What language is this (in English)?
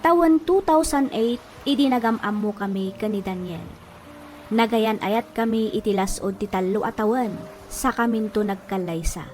Iloko